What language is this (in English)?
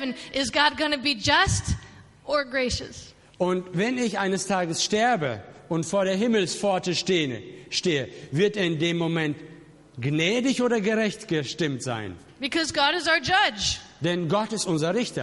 German